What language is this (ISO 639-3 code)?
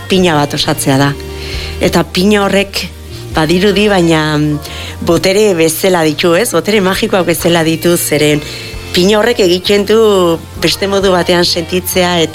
eus